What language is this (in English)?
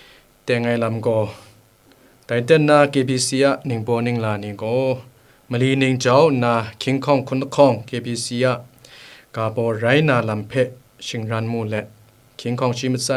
Kachin